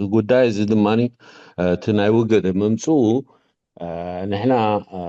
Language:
Tigrinya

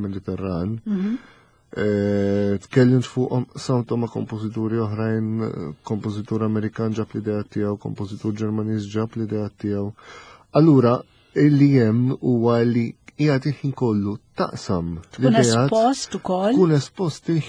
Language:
Maltese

